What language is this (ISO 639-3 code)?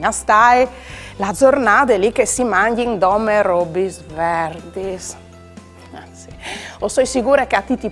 fur